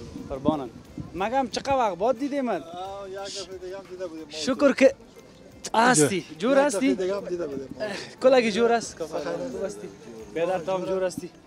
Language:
Persian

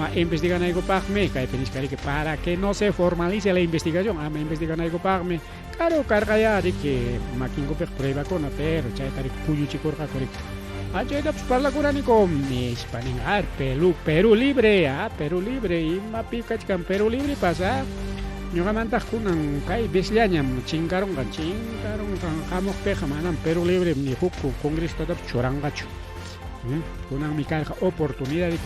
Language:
Ayacucho Quechua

